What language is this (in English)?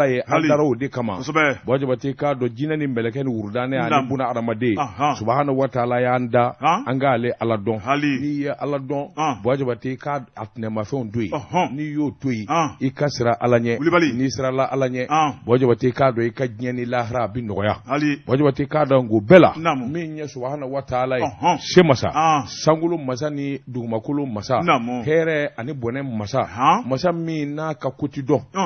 Bambara